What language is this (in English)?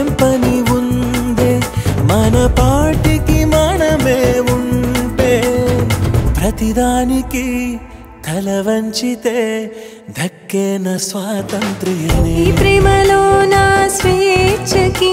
Telugu